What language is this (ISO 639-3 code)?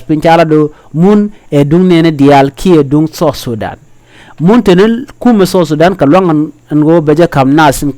nus